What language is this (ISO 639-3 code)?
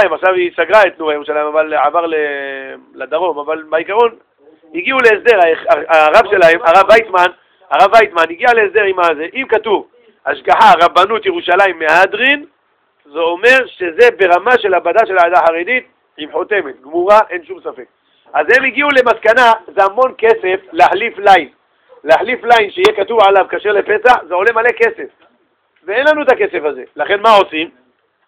heb